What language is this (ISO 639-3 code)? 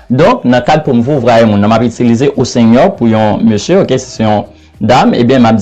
hat